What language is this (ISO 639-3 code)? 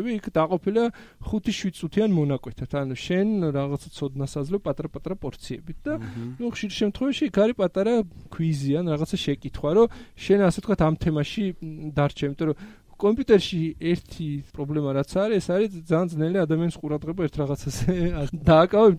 kat